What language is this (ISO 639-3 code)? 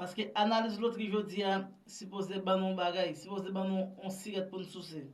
hat